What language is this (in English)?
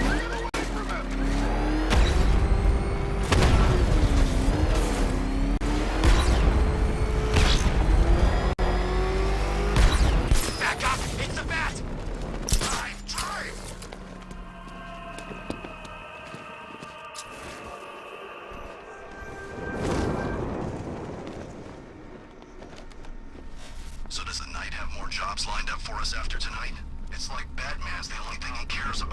English